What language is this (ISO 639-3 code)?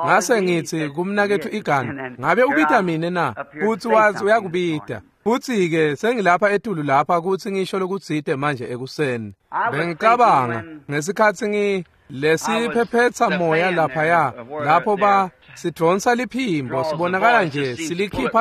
ssw